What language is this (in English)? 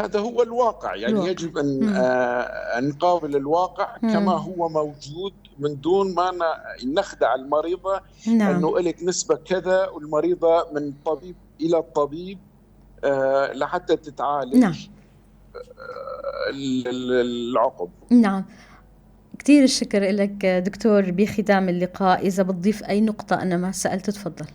North Levantine Arabic